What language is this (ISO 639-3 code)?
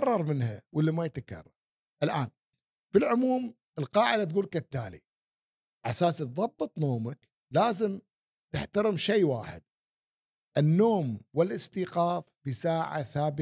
afb